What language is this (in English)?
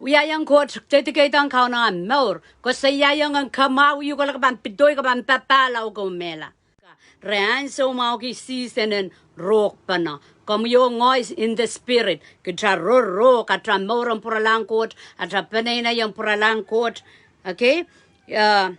Pohnpeian